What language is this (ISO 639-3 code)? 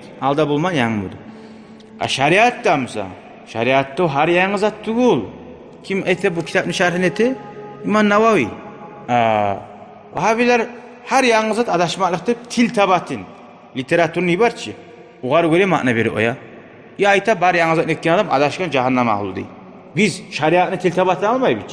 kum